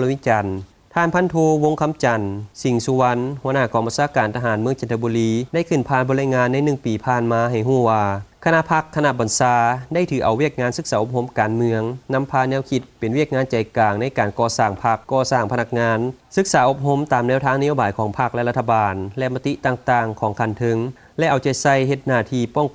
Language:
Lao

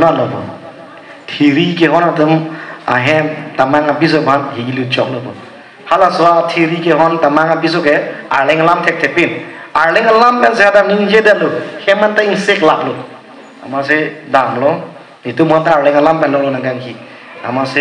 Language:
Karbi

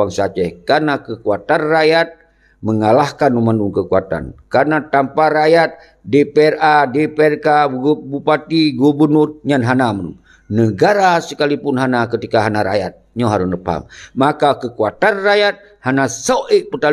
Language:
Achinese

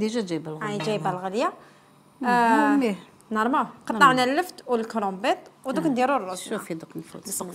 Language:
Algerian Arabic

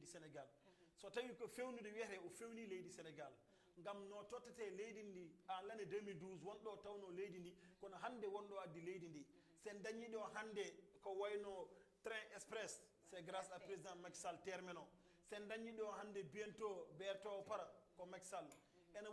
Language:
Fula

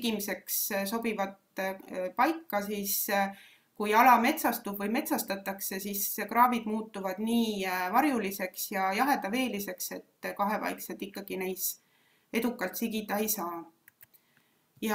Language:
Estonian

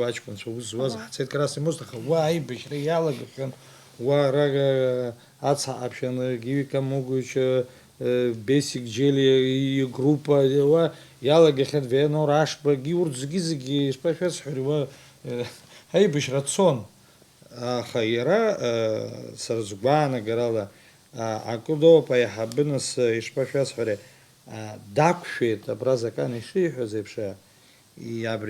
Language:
Abkhazian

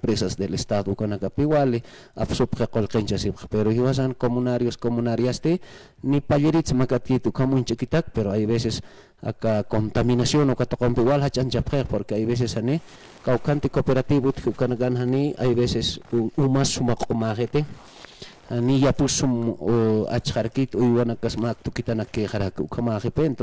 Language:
Aymara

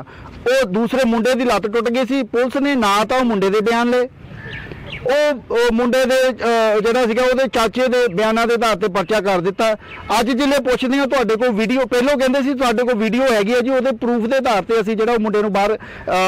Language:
Punjabi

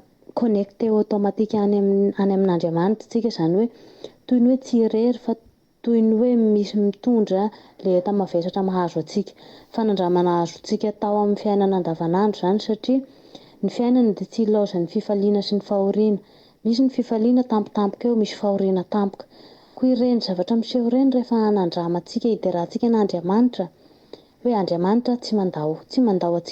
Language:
Malagasy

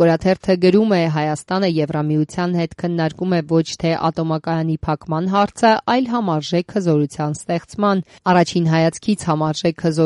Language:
Armenian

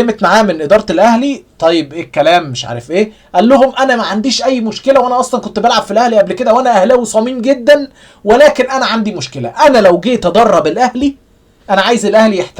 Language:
Egyptian Arabic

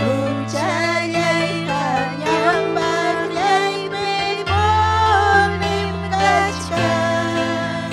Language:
Ayacucho Quechua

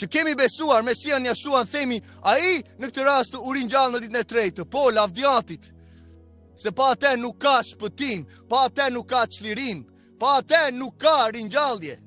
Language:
Albanian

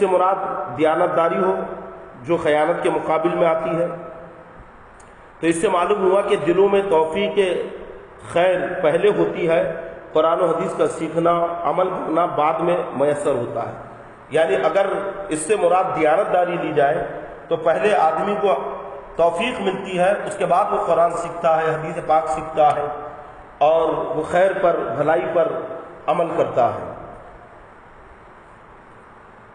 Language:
Urdu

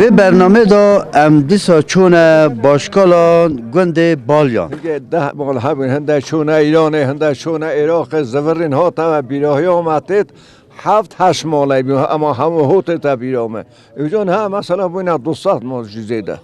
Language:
Kurdish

